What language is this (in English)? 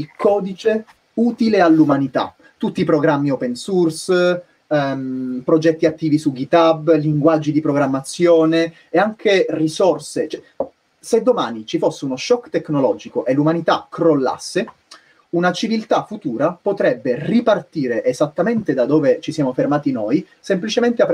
Italian